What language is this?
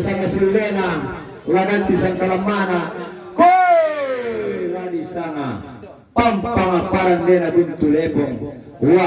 Toraja-Sa'dan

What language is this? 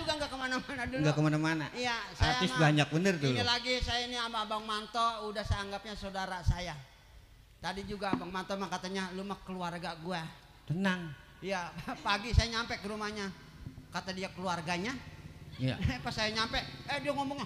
Betawi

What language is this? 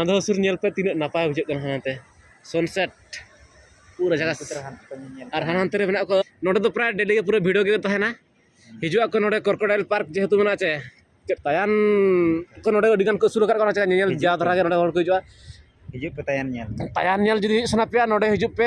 Santali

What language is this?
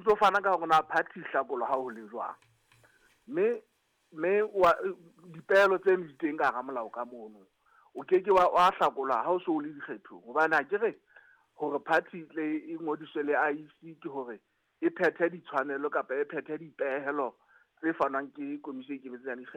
Southern Sotho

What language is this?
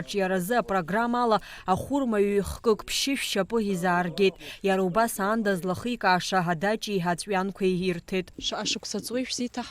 Abkhazian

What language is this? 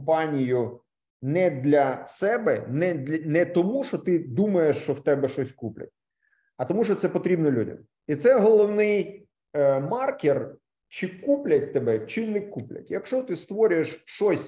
Ukrainian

